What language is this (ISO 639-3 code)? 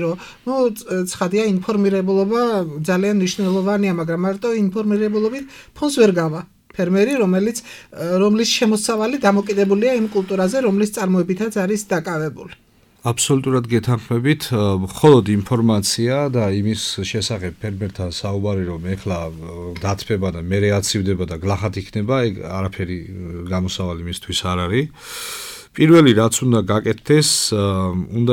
kat